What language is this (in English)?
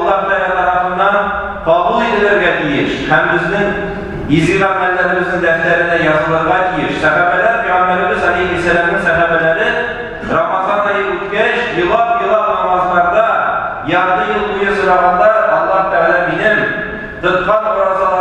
Tatar